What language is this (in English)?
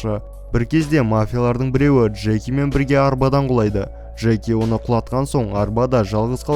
Kazakh